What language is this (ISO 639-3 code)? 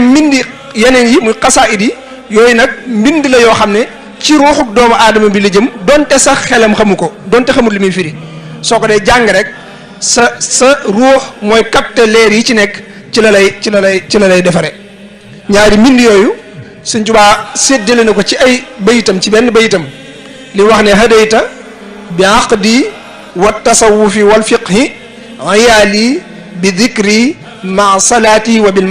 wol